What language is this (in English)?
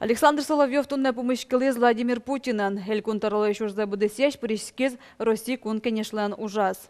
Udmurt